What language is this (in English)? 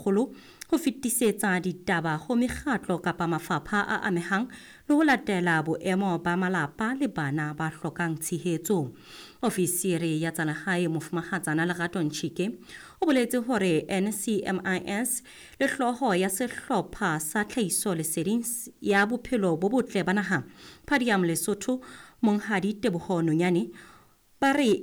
Southern Sotho